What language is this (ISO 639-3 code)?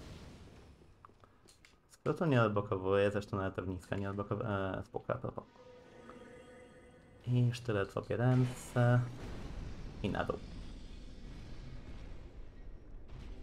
pol